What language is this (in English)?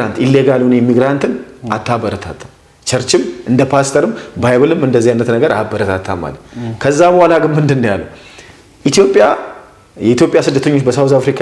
Amharic